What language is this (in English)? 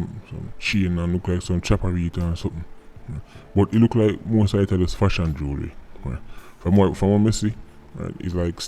Jamaican Creole English